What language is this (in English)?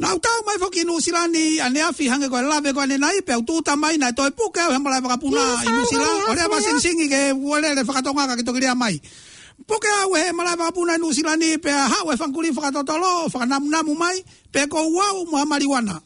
Tongan